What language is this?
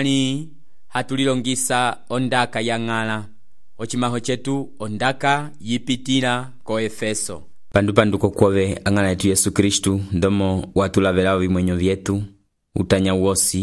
Umbundu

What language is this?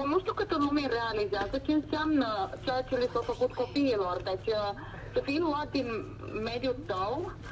Romanian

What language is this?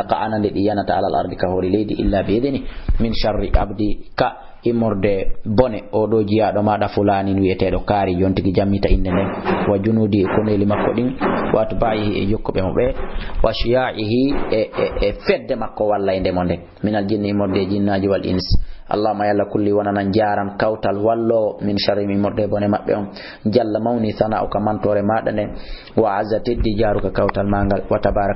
Fula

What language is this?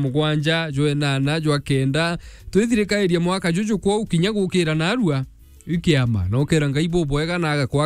Meru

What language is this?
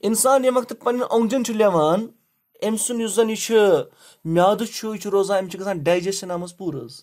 Kashmiri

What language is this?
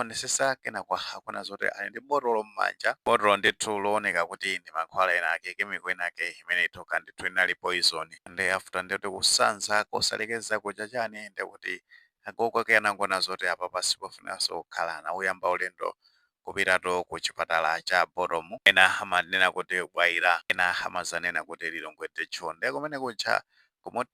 Nyanja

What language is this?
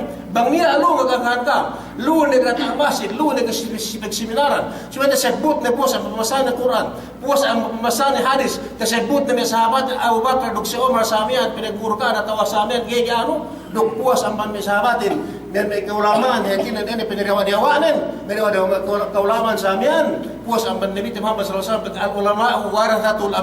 Yakan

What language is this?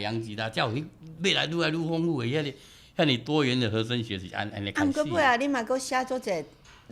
Min Nan Chinese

